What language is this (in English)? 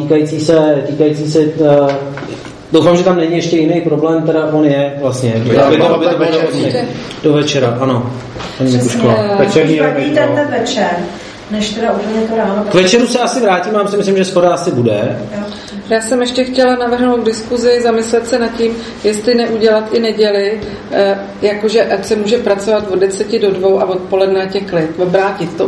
Czech